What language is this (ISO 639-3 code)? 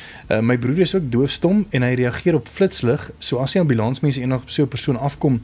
afr